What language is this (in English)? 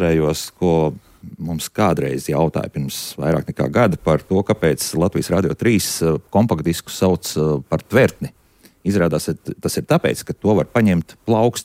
Latvian